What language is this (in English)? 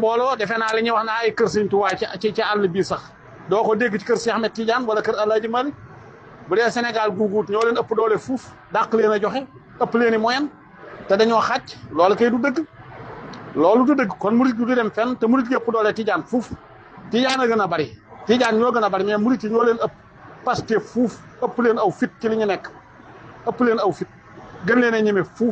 Wolof